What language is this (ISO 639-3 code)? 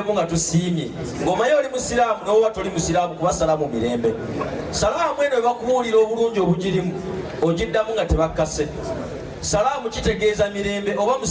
lug